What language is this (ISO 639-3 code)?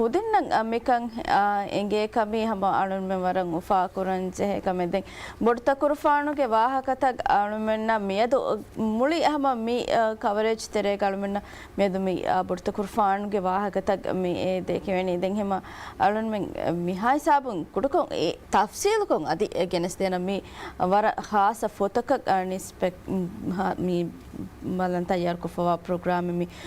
div